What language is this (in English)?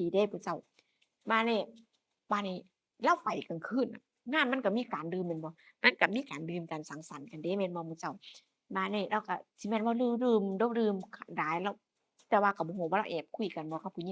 Northeastern Thai